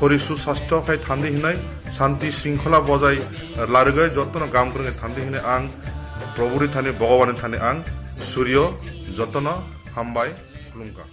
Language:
Kok Borok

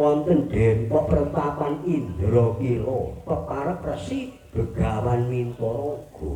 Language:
Javanese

